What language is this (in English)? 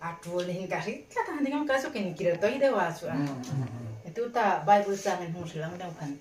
Hmar